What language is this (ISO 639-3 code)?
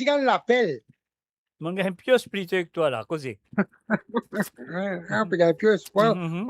mfe